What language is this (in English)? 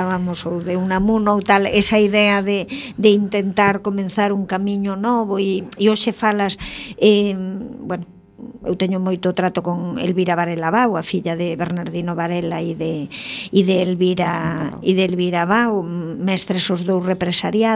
Galician